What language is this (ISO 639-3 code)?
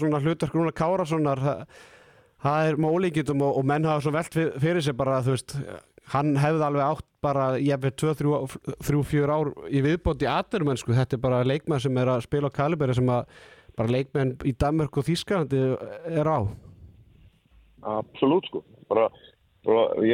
isl